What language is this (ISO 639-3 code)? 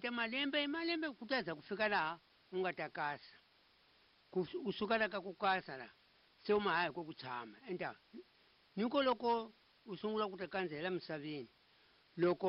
tso